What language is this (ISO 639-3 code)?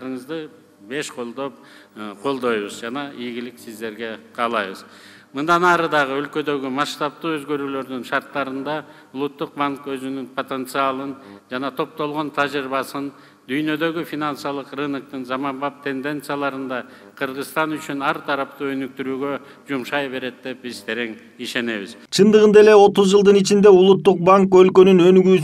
kir